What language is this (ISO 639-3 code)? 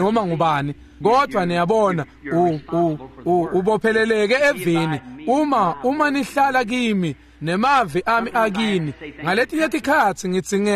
ssw